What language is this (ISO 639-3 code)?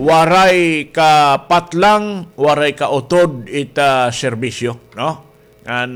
war